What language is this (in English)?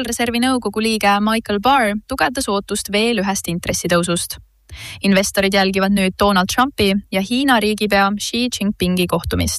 Estonian